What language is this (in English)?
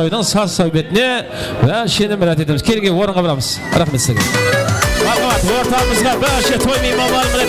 Kara-Kalpak